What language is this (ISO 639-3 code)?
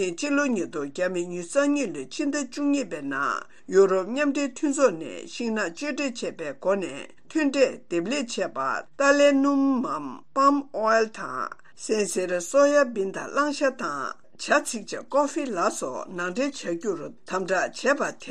bod